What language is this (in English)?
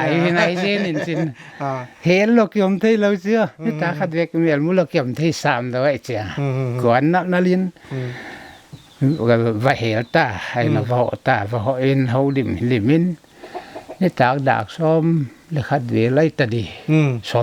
Paite Chin